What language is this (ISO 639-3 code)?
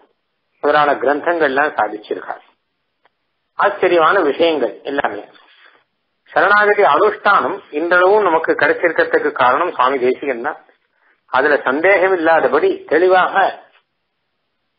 tam